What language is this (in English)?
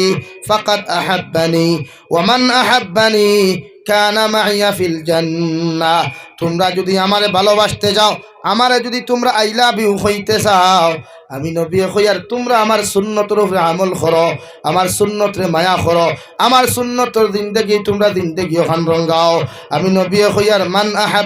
Sylheti